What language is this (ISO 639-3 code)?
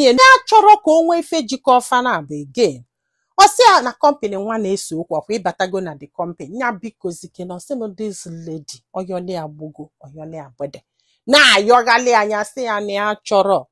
ibo